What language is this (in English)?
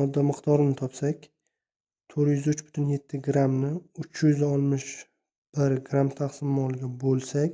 Uzbek